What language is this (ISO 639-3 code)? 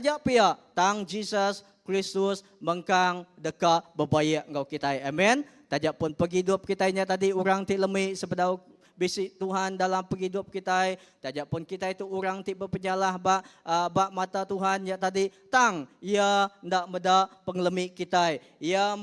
iba